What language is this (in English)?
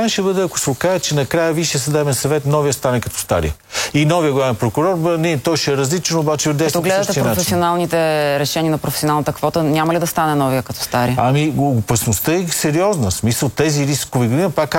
Bulgarian